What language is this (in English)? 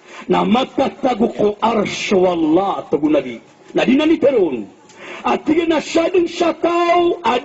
Maranao